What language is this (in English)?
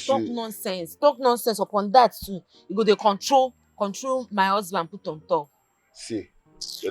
Nigerian Pidgin